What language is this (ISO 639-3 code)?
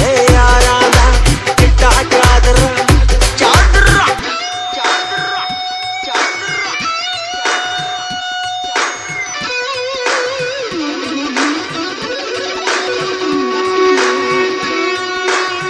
pan